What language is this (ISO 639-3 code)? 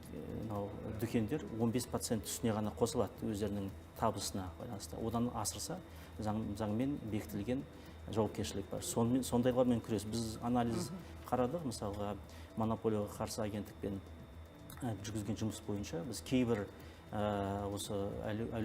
kaz